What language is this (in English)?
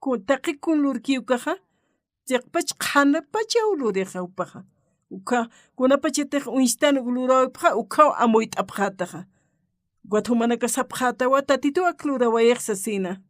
Aymara